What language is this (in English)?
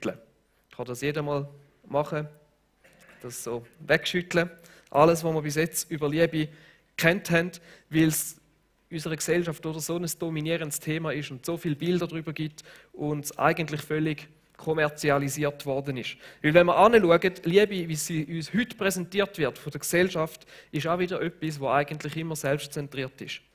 Swiss German